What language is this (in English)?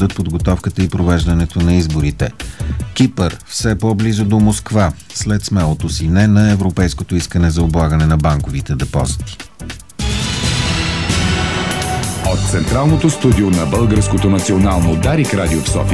Bulgarian